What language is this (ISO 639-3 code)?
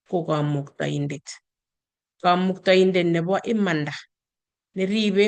kln